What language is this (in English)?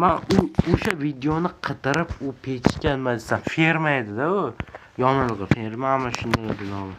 Uzbek